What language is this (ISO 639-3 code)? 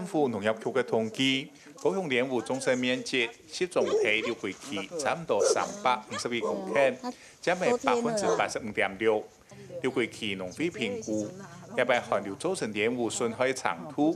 hak